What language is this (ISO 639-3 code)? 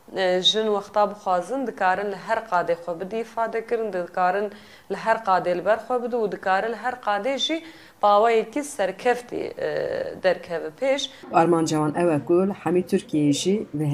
kur